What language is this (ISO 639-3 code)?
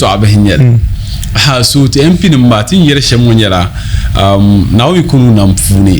dag